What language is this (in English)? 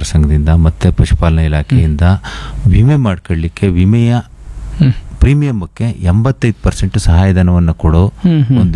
Kannada